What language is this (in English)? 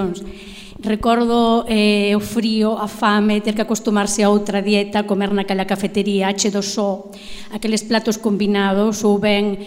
Galician